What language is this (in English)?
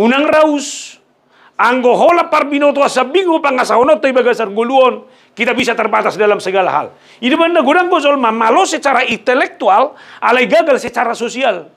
Batak Toba